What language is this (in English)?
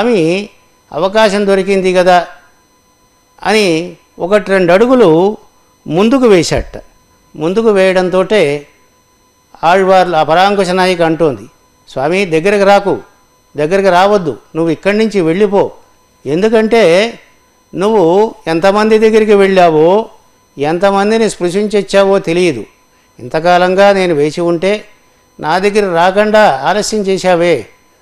Telugu